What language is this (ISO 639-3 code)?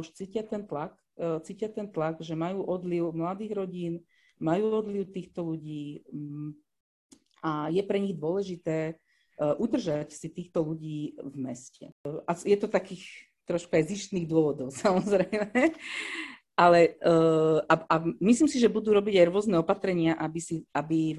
slk